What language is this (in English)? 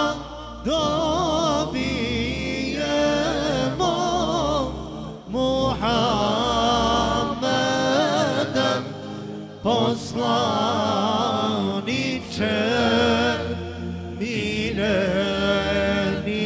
Bosnian